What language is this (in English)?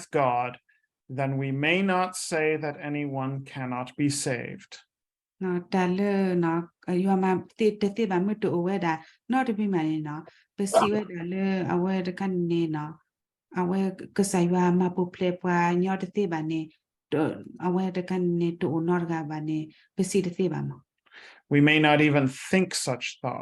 S'gaw Karen